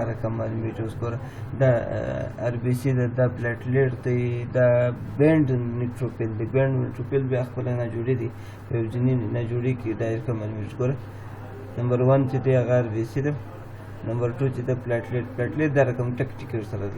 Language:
Pashto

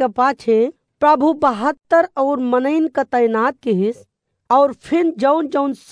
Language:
Awadhi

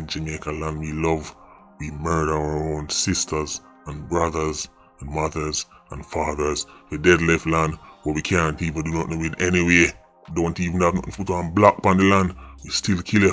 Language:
Jamaican Creole English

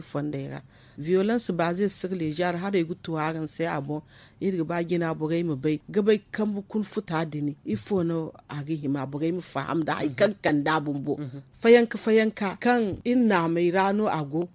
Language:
Zarma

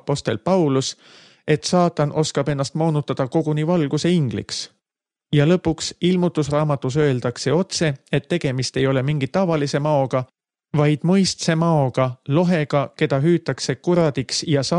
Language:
Estonian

